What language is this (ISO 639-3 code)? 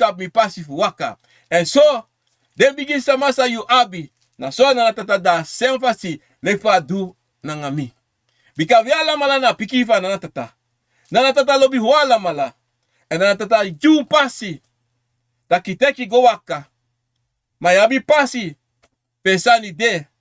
srn